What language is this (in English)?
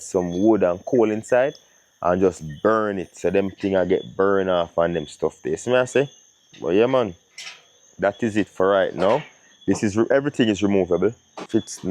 Jamaican Creole English